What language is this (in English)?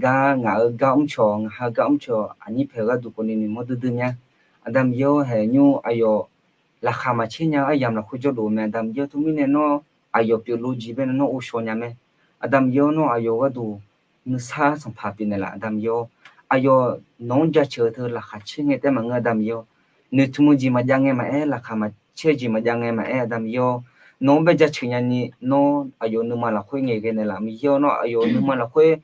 Akha